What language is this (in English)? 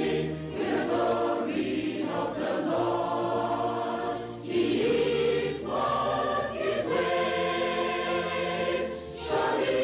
Ewe